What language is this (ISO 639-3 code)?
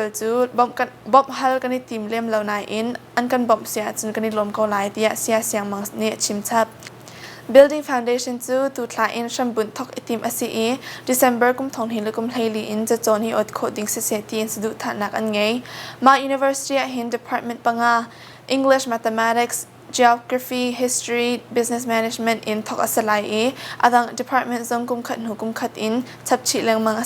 cnh